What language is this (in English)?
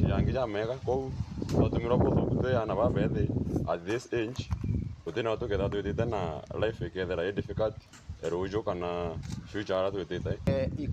Meru